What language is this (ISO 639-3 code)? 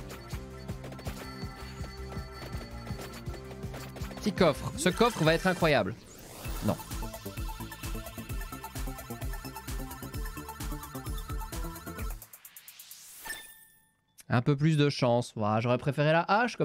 fra